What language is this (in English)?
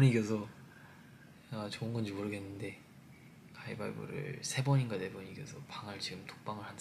Korean